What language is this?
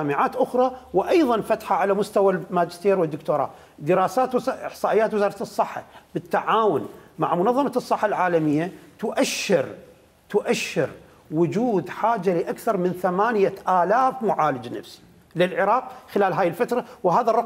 Mesopotamian Arabic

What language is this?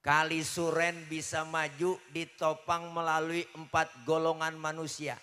Betawi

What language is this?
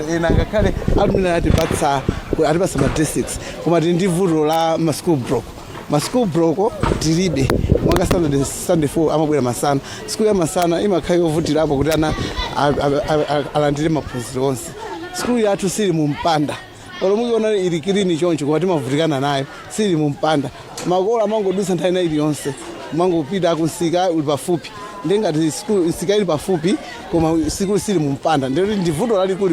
Nyanja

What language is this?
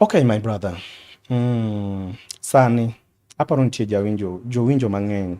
Luo (Kenya and Tanzania)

